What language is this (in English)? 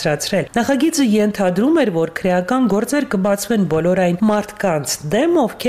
Armenian